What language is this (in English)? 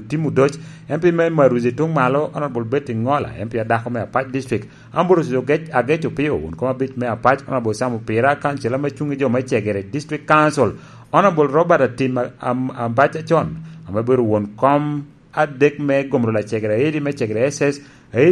Lango (Uganda)